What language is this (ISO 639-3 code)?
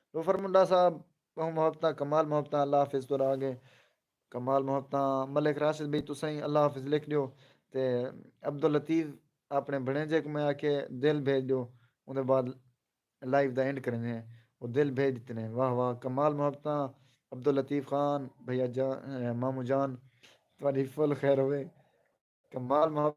skr